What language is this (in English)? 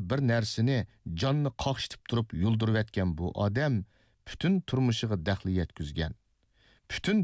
Uyghur